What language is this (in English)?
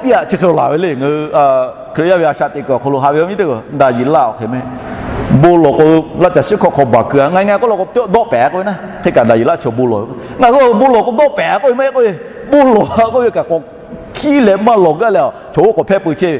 Lahu